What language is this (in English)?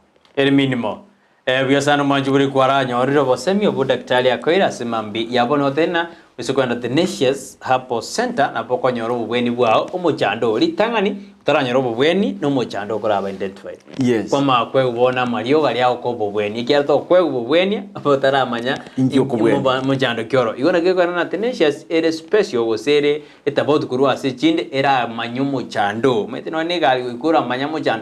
Gusii